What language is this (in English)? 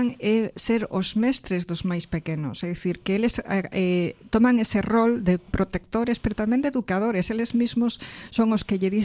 Galician